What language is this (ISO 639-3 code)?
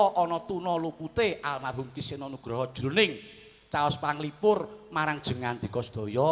jav